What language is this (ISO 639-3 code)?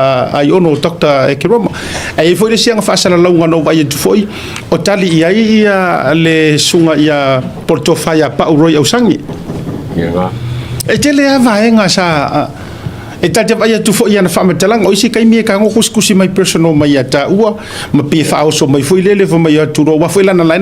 smo